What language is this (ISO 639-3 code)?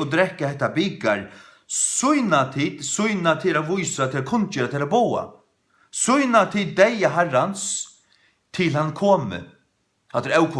fao